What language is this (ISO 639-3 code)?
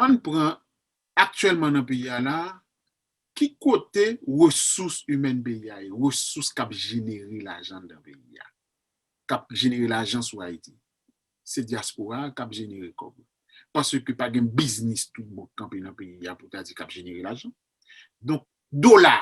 hat